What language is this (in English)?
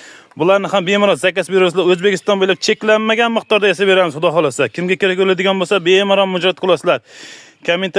Uzbek